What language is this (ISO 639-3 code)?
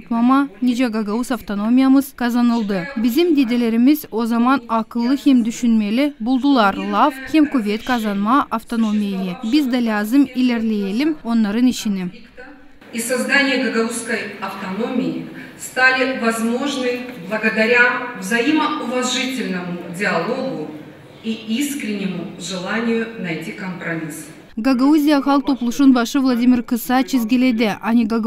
gag